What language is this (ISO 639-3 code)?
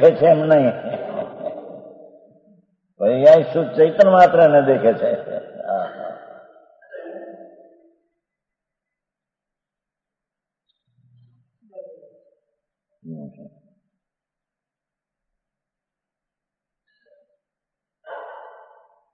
guj